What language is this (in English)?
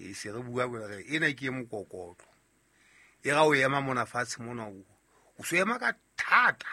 Southern Sotho